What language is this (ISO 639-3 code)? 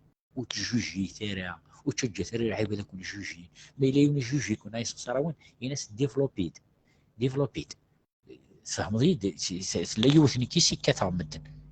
kab